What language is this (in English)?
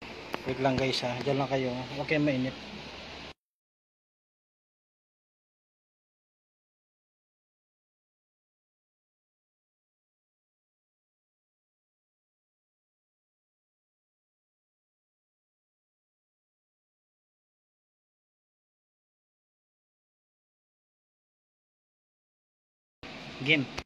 Filipino